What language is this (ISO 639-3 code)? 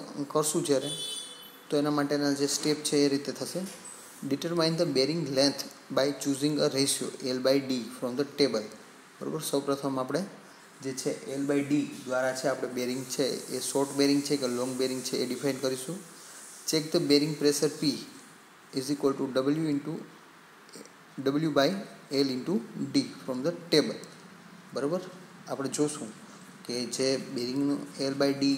guj